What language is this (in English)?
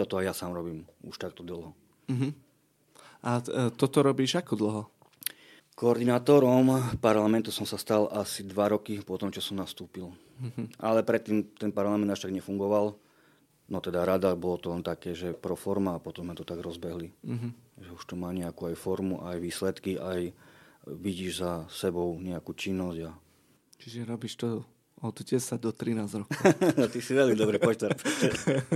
Slovak